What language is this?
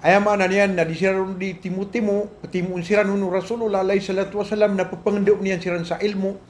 Maranao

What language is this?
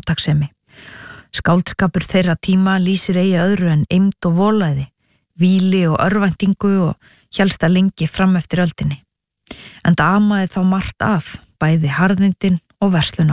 Icelandic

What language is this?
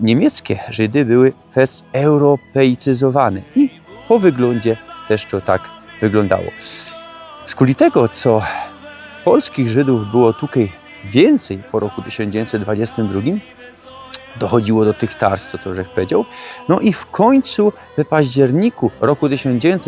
Silesian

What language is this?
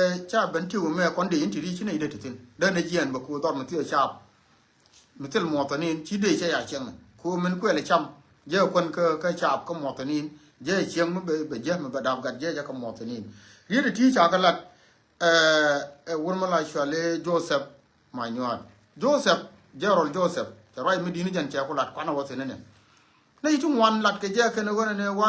Nuer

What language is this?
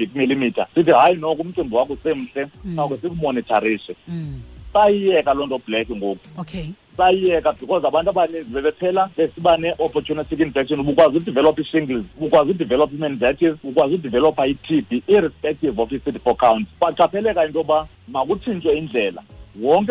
Xhosa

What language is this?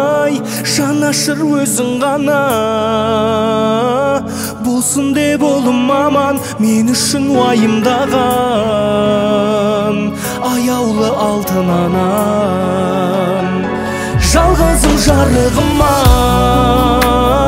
Kazakh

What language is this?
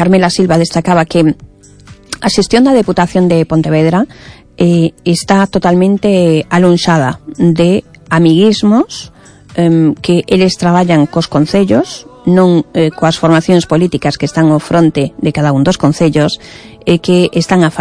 Galician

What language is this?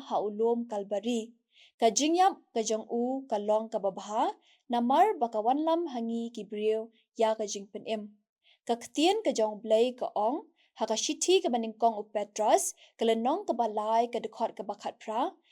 Khasi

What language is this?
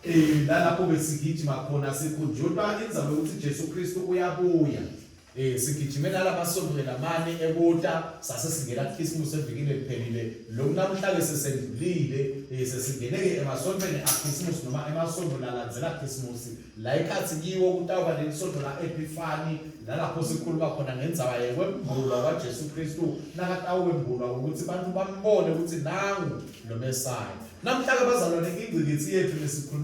Swati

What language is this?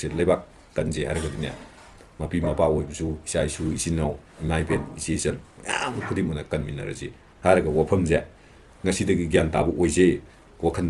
Manipuri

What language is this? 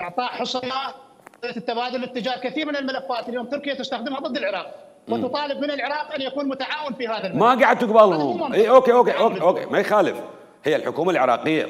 Mesopotamian Arabic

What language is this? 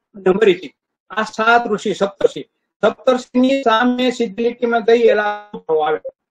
Gujarati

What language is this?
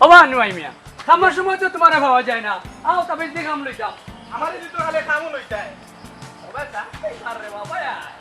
Sylheti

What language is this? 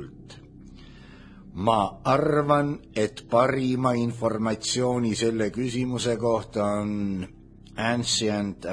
Estonian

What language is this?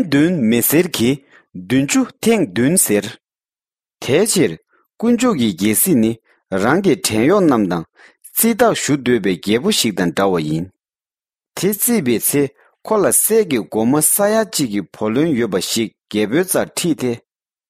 Tibetan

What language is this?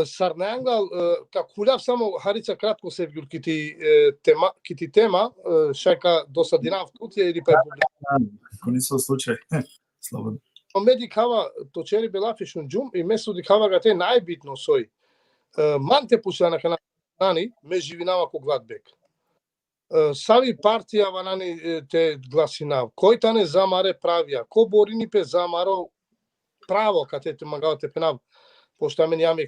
Balkan Romani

